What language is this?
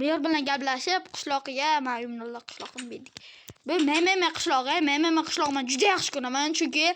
Uzbek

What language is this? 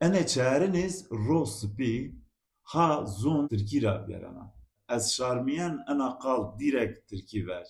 Zaza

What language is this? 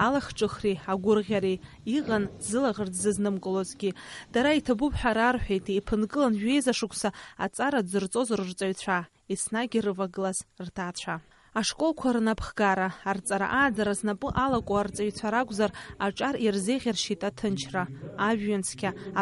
Abkhazian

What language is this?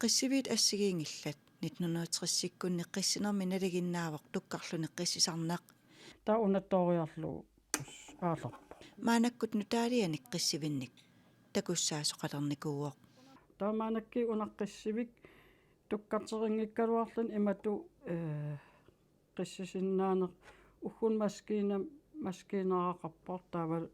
Kalaallisut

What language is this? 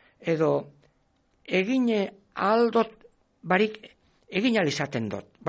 Basque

